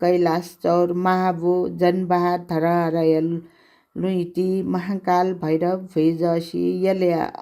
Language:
Newari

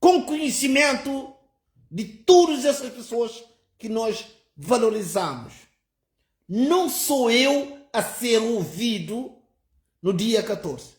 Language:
Kabuverdianu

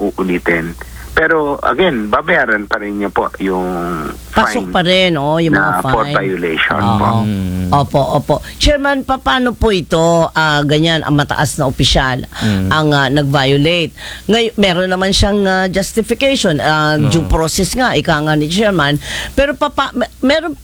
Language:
Filipino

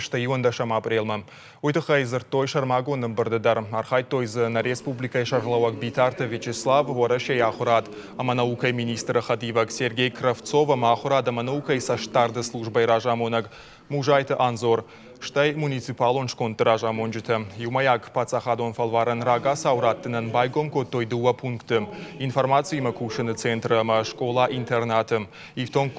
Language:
Ossetic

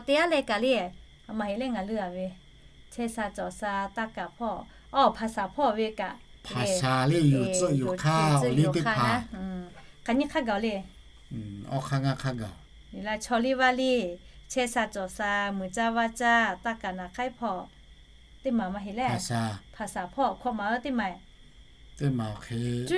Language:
Lahu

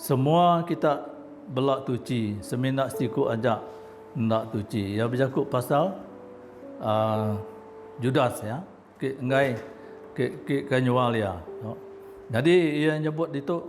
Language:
Iban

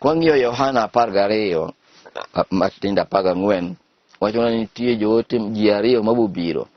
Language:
Luo (Kenya and Tanzania)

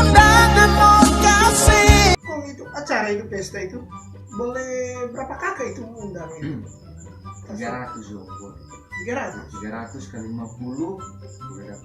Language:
Manado Malay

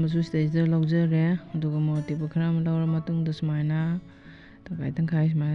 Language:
Manipuri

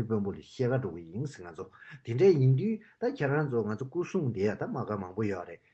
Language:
Tibetan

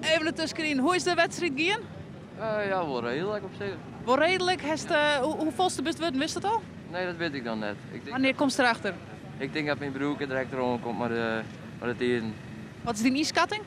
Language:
Western Frisian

